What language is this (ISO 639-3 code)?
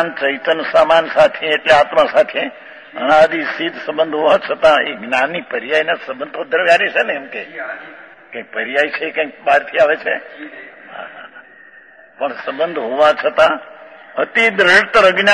guj